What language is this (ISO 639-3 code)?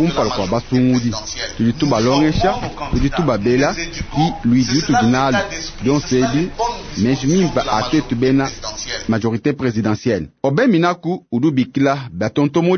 lua